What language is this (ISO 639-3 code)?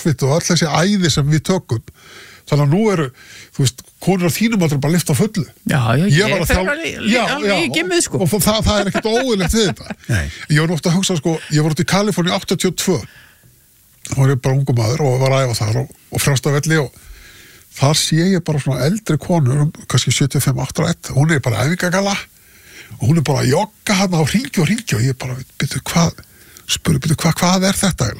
isl